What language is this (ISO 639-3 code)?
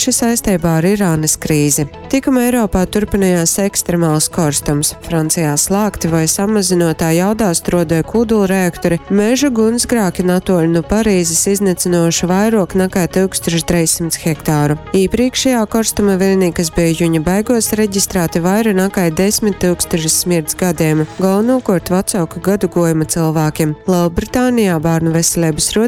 ltg